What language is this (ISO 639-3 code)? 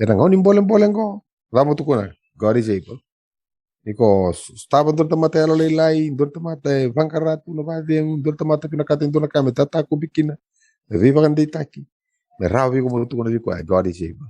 fij